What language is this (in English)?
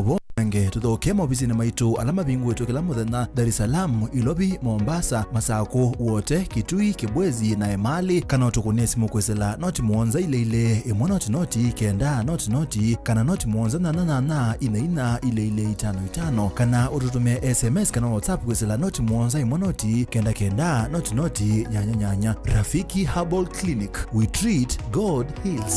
Kamba